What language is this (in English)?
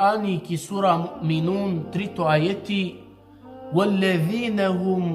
Balkan Romani